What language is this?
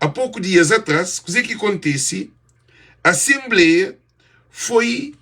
Kabuverdianu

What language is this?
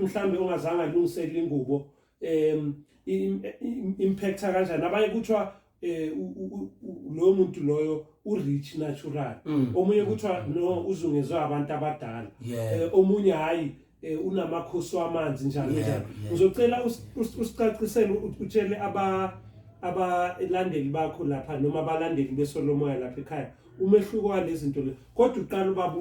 Zulu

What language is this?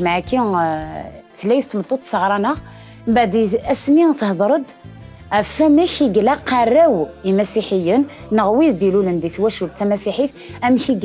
Kabyle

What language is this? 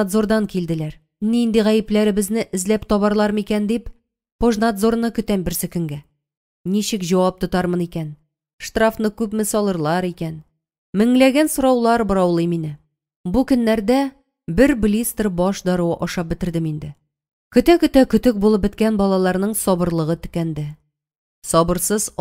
Tatar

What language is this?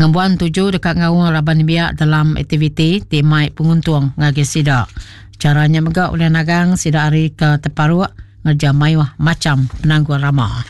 Iban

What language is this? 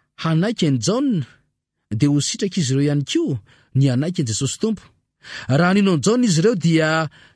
Malagasy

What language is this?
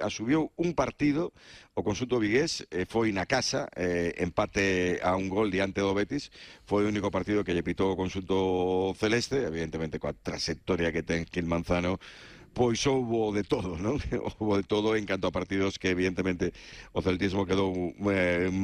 Galician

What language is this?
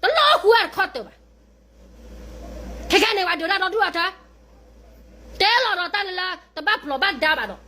S'gaw Karen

